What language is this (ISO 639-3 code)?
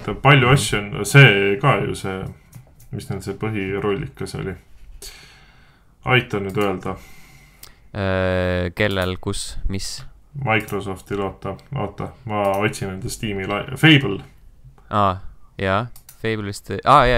est